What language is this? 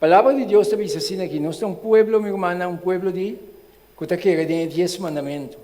Papiamento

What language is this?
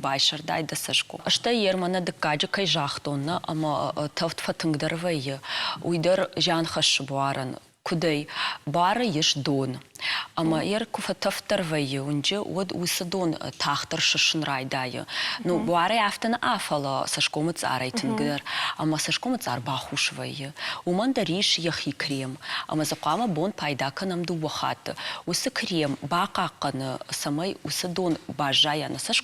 Ossetic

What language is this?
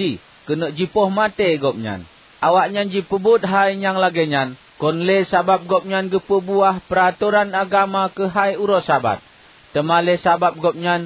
Achinese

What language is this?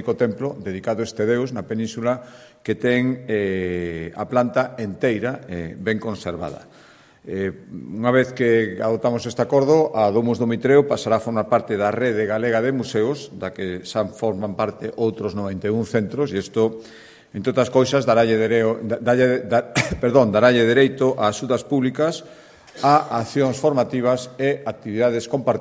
Galician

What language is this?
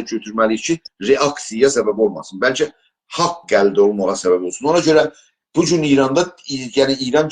South Azerbaijani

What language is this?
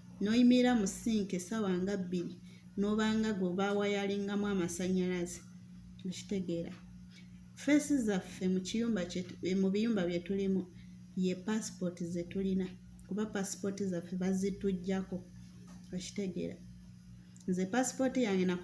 Ganda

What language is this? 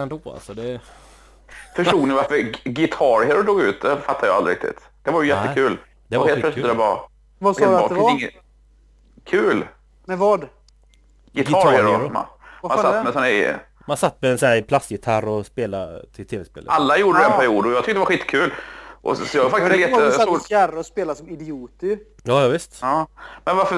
Swedish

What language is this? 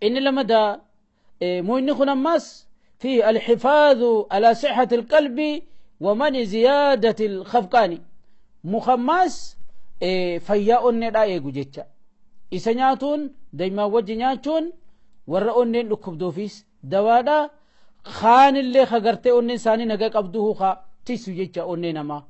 Oromo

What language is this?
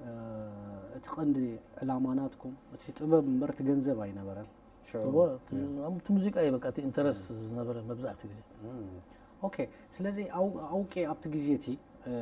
Tigrinya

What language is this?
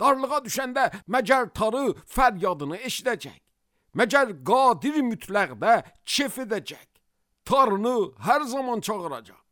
Azerbaijani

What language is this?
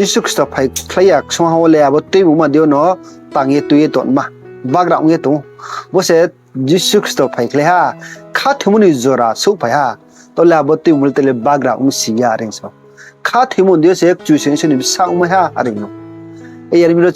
Riang (India)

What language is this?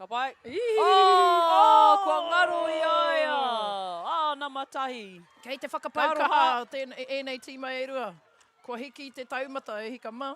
Māori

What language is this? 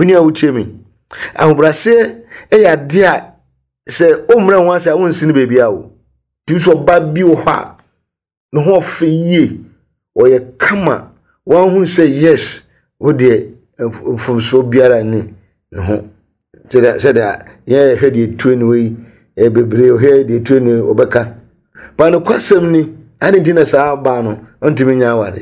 Akan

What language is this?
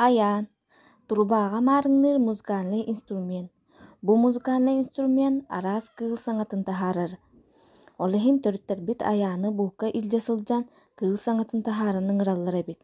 Yakut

